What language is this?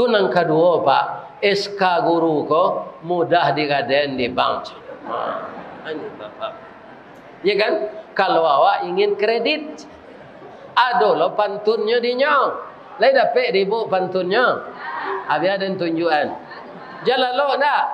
Minangkabau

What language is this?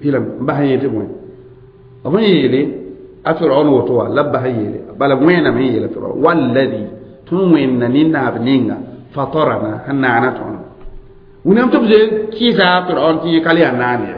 Mossi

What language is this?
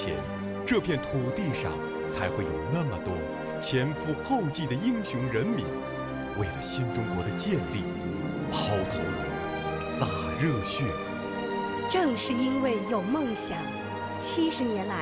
Chinese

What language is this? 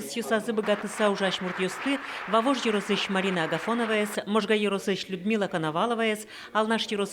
Udmurt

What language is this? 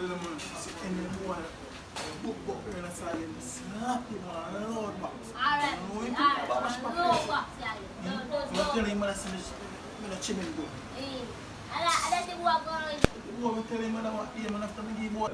Jamaican Creole English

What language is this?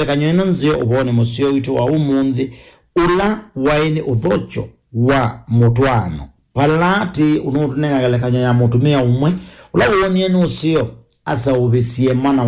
Kamba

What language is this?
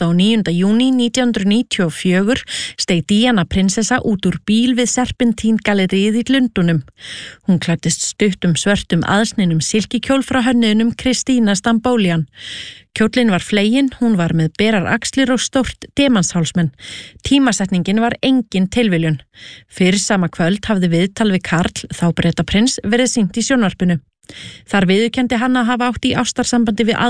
Icelandic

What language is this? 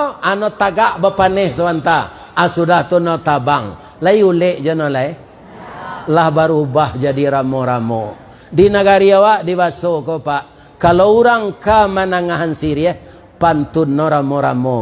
Minangkabau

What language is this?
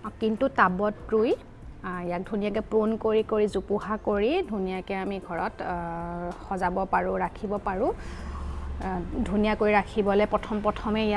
Assamese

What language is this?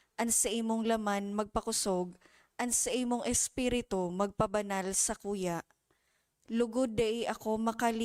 Bikol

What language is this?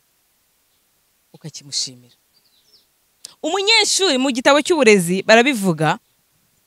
Kinyarwanda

